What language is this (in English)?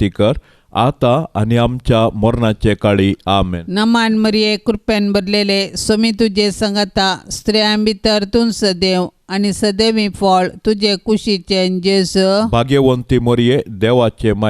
Konkani